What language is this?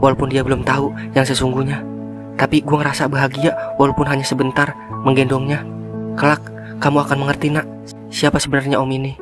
Betawi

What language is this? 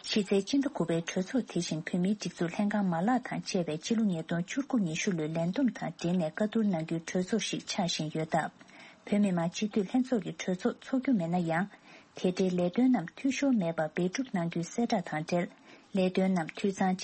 Tibetan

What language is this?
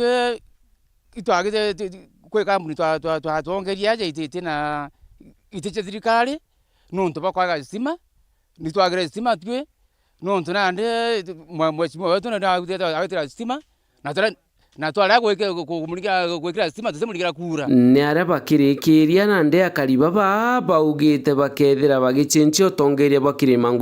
Meru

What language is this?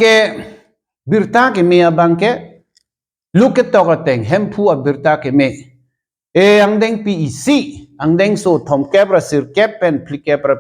Karbi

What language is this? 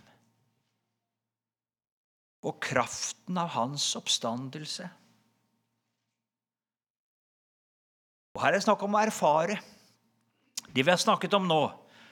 Norwegian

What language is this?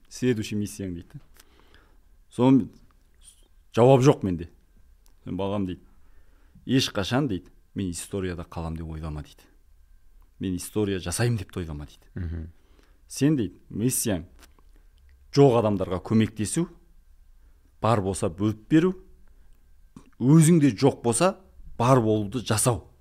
Kazakh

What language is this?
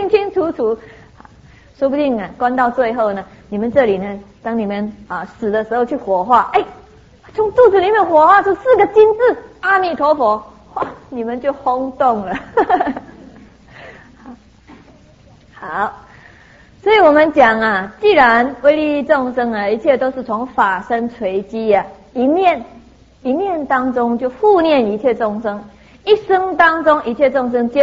Chinese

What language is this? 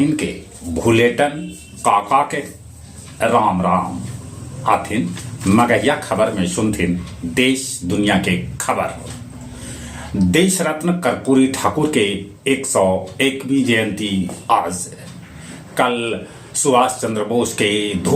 Magahi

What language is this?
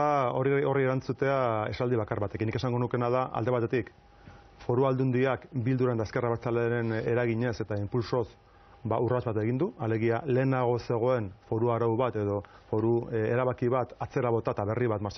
Basque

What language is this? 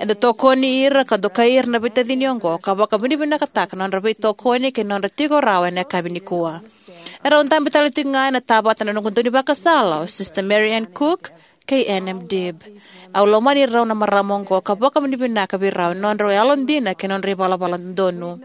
Fijian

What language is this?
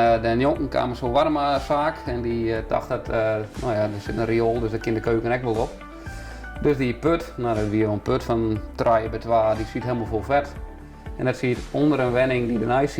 Western Frisian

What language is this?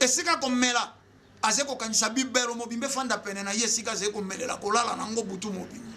Lingala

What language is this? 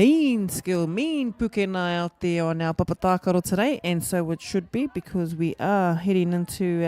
Māori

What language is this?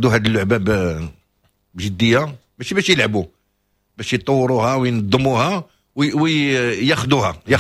Moroccan Arabic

